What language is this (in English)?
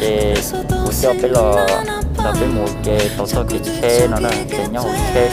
Hmong